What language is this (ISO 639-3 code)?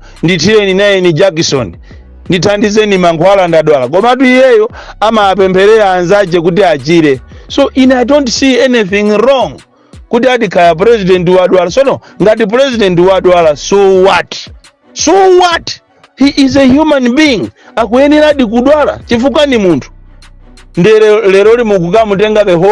nya